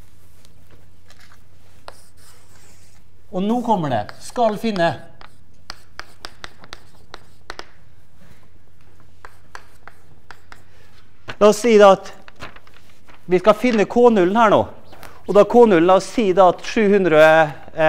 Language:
Norwegian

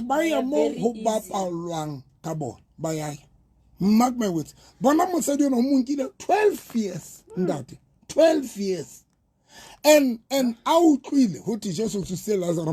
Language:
Southern Sotho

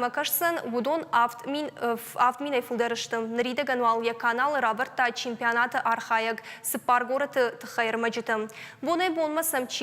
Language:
Ossetic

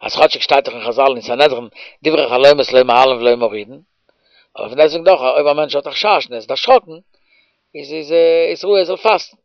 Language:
Yiddish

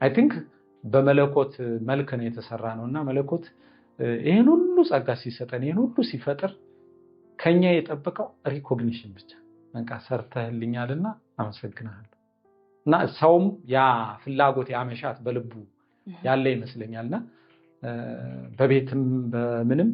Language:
Amharic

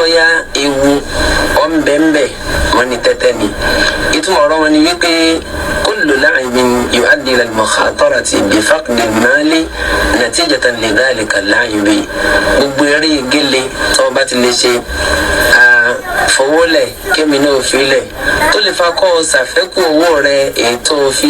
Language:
Yoruba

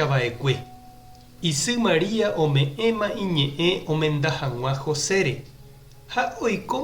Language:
Guarani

